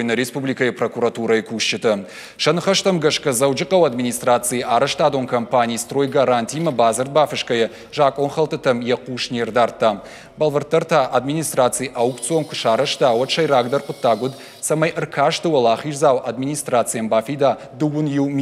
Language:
Ossetic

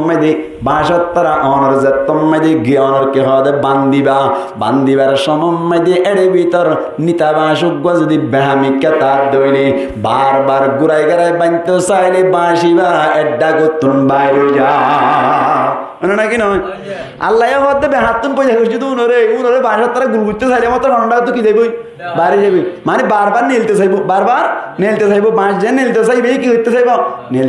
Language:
Rohingya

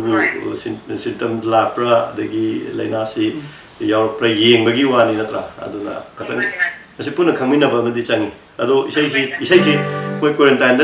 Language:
Manipuri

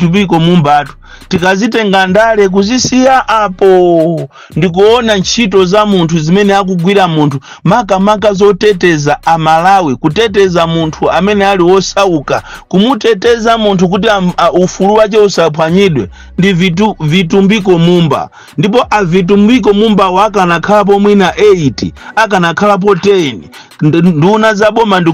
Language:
Nyanja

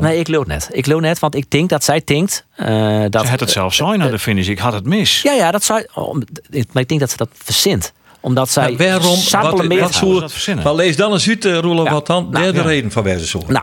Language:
Western Frisian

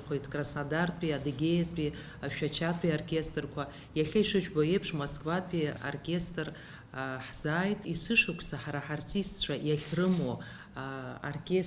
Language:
Abkhazian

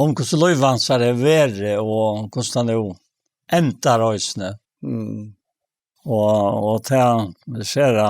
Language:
Faroese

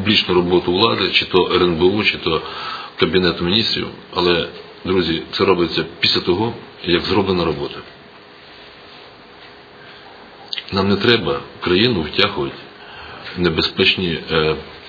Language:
Ukrainian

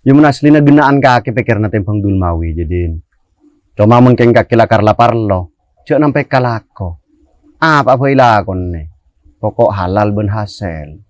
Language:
Madurese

